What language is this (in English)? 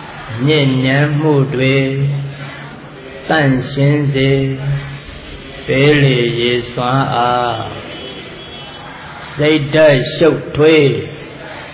Burmese